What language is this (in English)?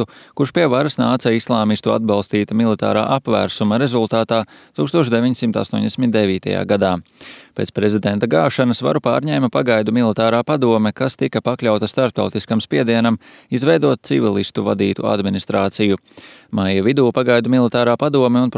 Latvian